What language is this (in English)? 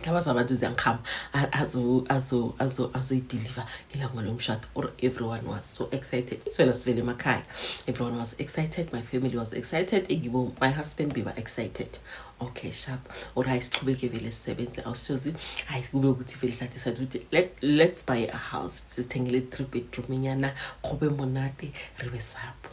Zulu